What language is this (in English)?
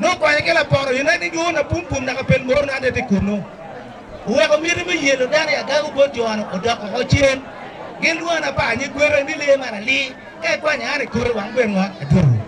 Acoli